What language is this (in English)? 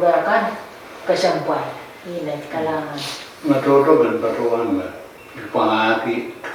Pohnpeian